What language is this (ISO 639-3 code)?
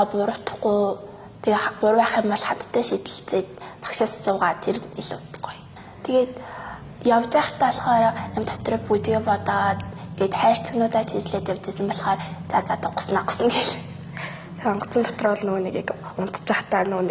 mon